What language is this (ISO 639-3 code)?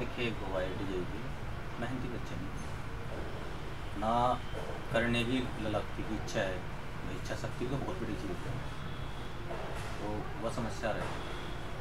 hin